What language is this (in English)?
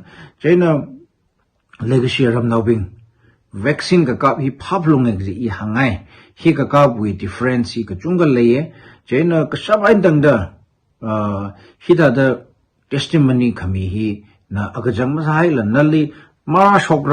Tangkhul Naga (India)